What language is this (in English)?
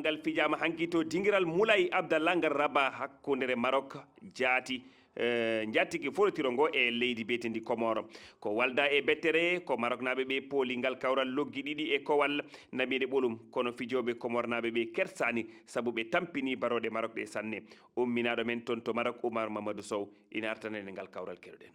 Fula